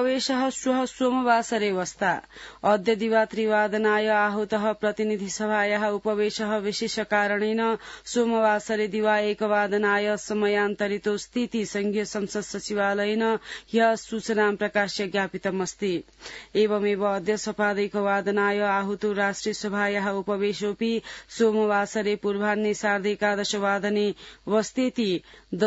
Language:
Sanskrit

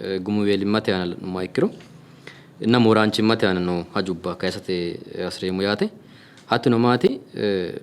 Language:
Sidamo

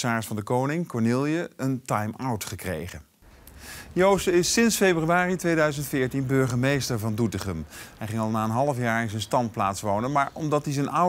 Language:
Dutch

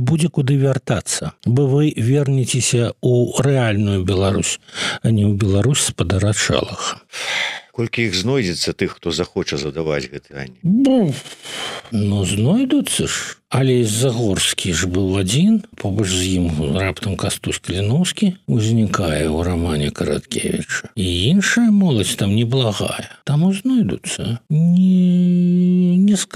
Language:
Belarusian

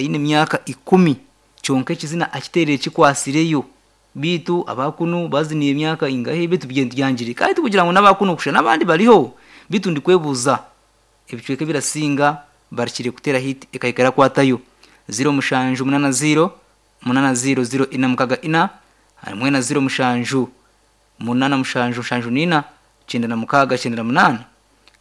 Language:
Nyankole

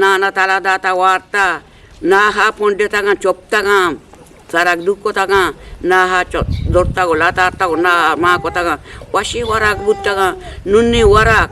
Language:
Eastern Balochi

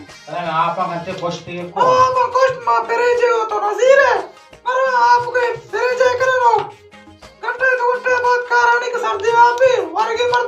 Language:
Baluchi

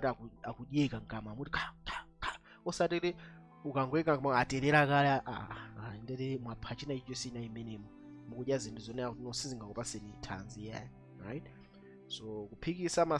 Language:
Nyanja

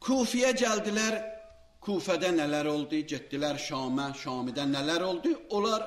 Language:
Azerbaijani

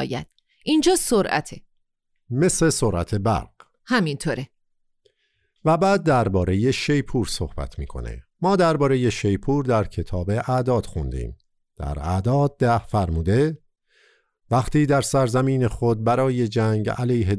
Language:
Persian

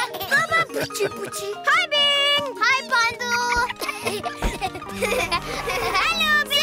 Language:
Norwegian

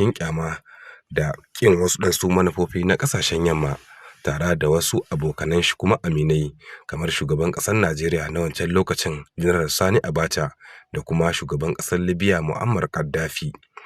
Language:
Hausa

